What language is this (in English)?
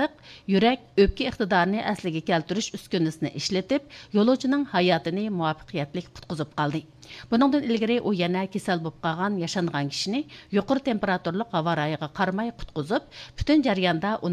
Uyghur